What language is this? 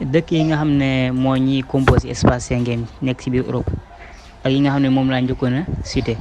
Wolof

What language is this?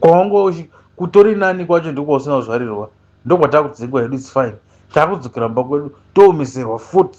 Shona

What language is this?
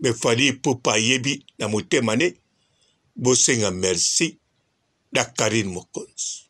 Lingala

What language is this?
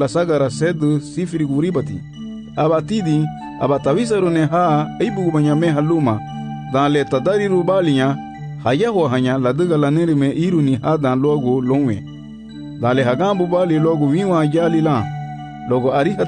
Garifuna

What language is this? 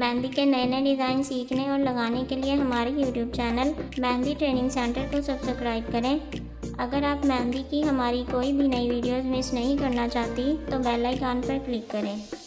Hindi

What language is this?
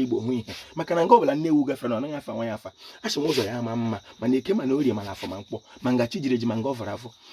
Igbo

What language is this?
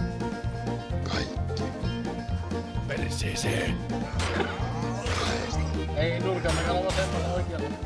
Finnish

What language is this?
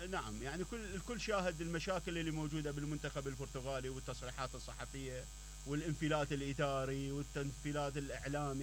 Mesopotamian Arabic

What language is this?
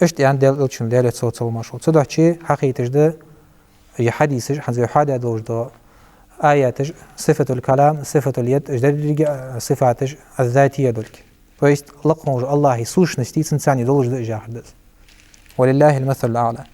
Ingush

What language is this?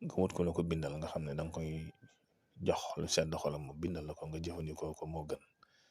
Wolof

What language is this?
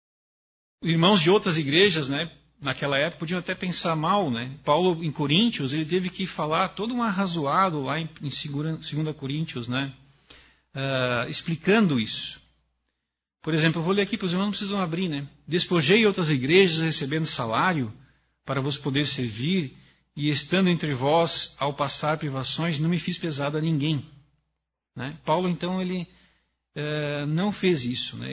Portuguese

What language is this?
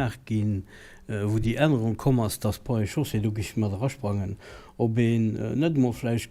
Luxembourgish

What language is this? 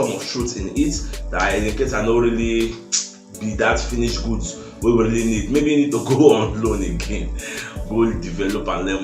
Nigerian Pidgin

